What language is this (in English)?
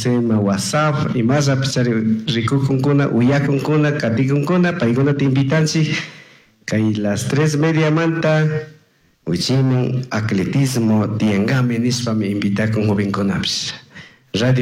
Chimborazo Highland Quichua